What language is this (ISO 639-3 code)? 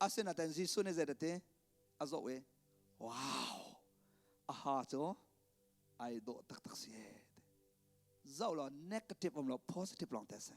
cnh